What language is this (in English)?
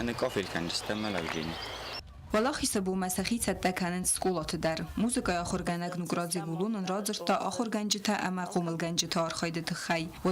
Ossetic